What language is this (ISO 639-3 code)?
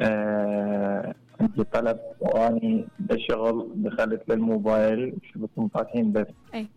acm